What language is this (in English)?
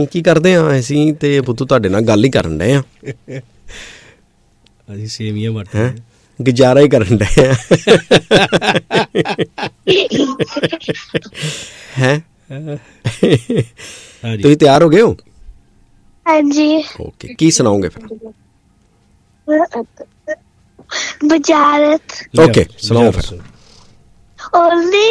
Punjabi